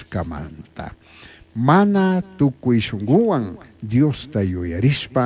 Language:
Chimborazo Highland Quichua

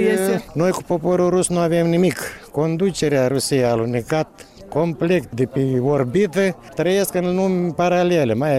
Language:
Romanian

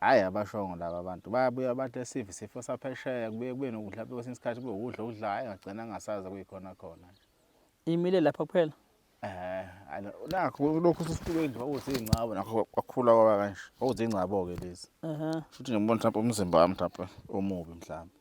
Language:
Zulu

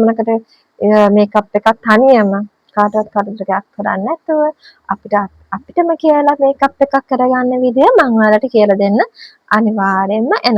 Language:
Sinhala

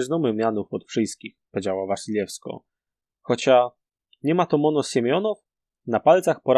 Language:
Silesian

